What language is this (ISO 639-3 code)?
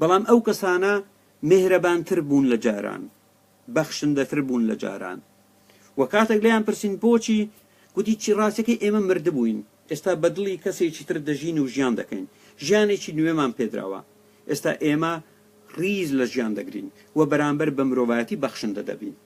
ckb